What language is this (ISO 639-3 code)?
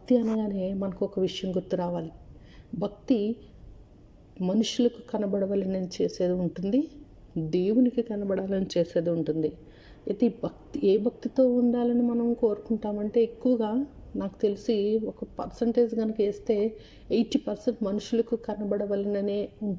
tel